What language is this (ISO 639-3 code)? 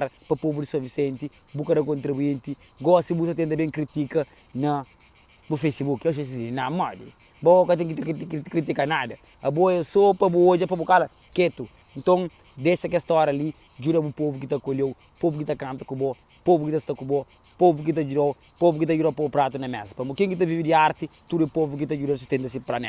kea